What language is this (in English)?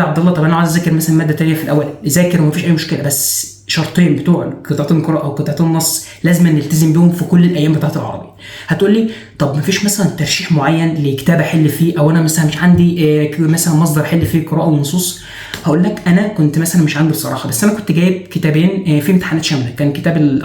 Egyptian Arabic